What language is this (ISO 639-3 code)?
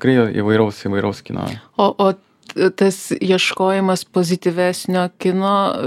lit